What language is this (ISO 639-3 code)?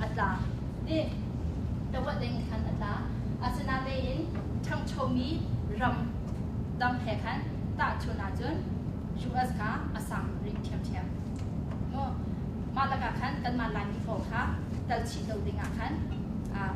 cnh